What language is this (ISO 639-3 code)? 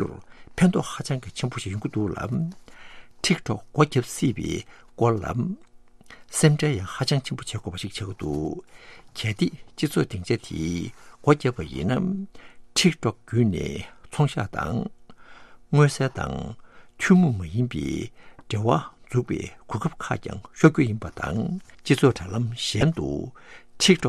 bod